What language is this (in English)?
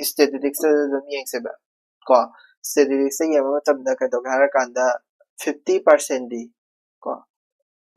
Manipuri